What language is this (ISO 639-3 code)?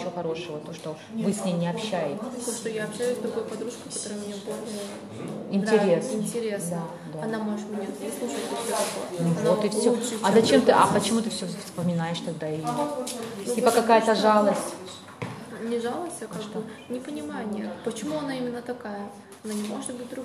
rus